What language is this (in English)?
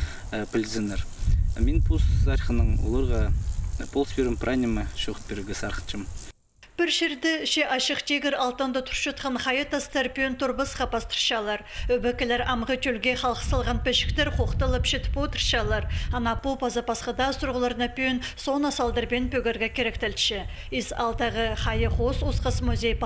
Khakas